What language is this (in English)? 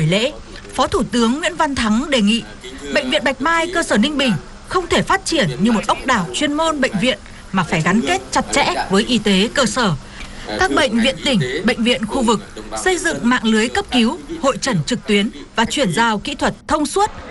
Vietnamese